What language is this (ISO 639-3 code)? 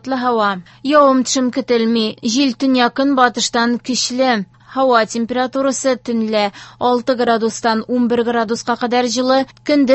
tat